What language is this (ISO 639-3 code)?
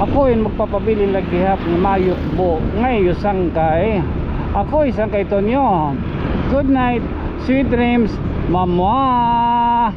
war